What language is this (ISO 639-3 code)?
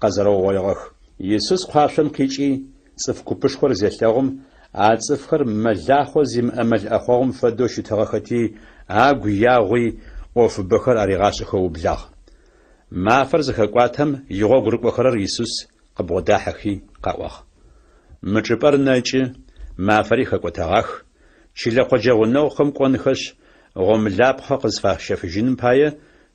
ady